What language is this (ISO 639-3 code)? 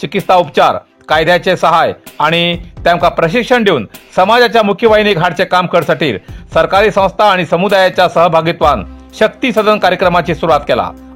kok